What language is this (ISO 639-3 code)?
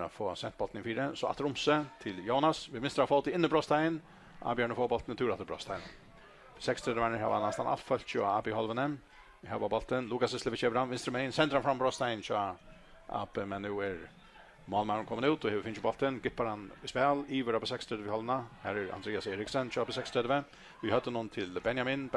fao